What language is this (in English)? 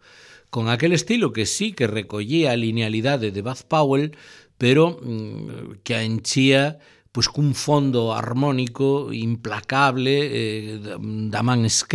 Galician